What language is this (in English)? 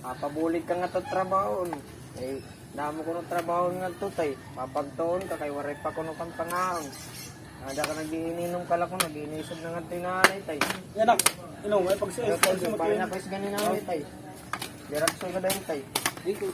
Waray